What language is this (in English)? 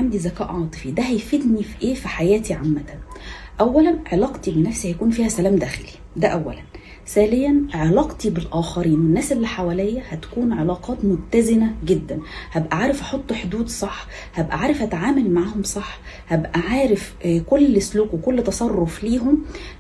Egyptian Arabic